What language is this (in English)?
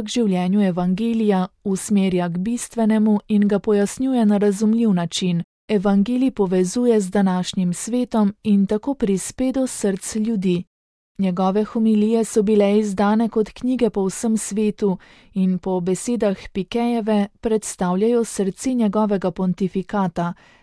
Slovenian